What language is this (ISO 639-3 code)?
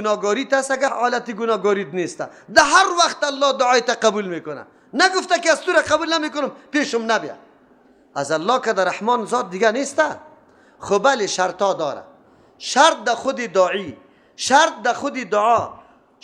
fas